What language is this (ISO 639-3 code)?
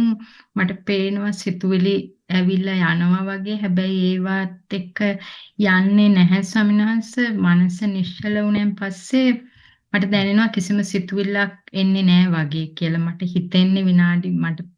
sin